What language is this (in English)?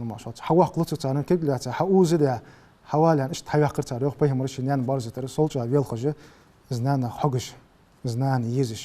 Ingush